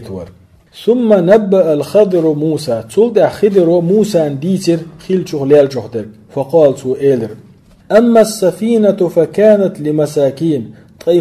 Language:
Chechen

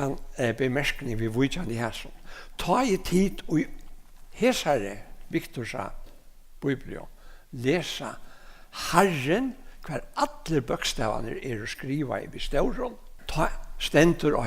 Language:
Faroese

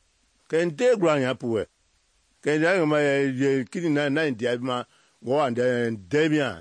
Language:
Mende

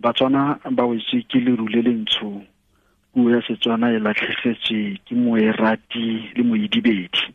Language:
Tswana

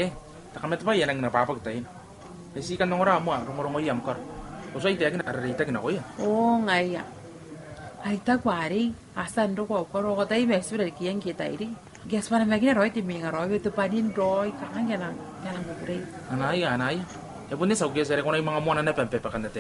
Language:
Gilbertese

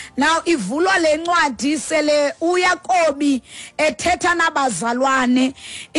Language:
Xhosa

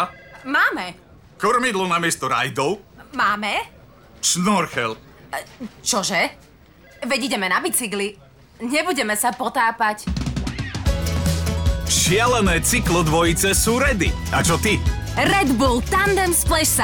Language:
Slovak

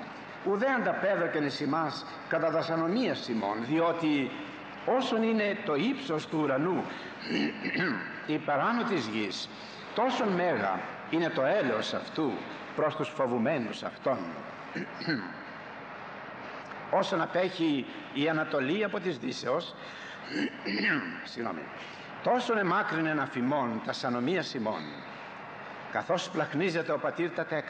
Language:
Greek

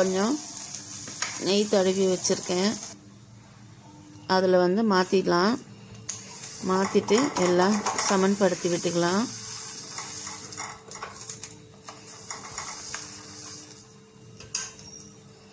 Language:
Tamil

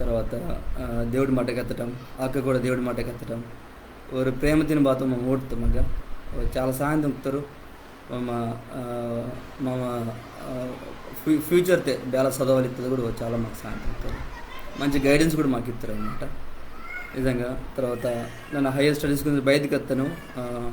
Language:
Koya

